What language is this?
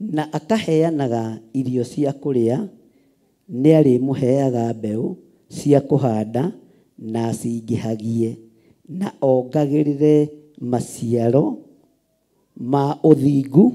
Kikuyu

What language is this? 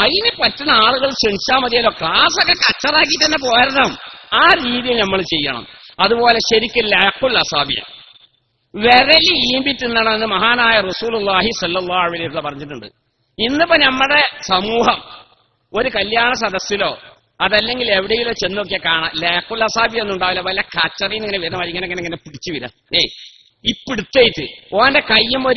Malayalam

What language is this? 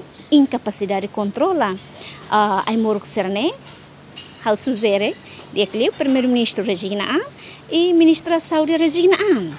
Tetum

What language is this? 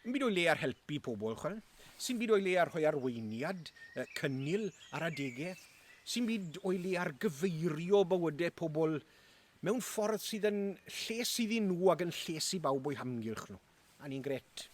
Welsh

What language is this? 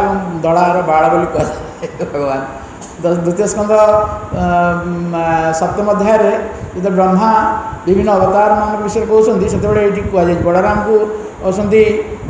Odia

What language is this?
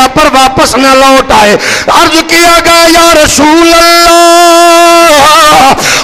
Urdu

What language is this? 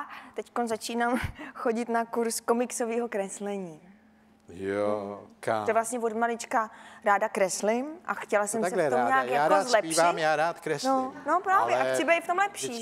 Czech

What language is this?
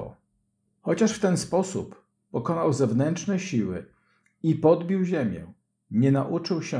Polish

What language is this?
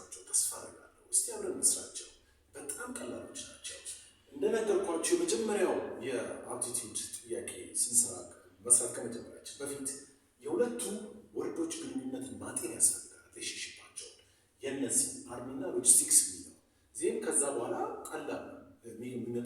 Amharic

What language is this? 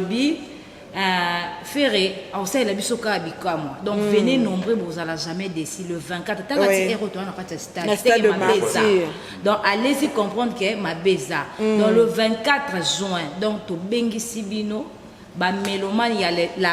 Lingala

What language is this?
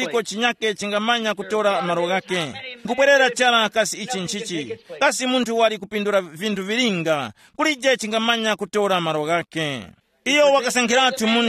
Tumbuka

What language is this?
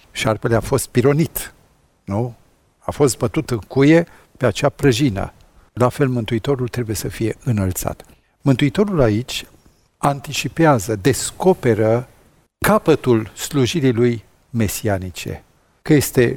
Romanian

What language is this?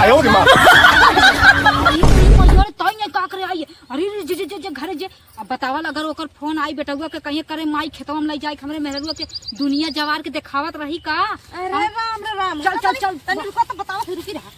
Awadhi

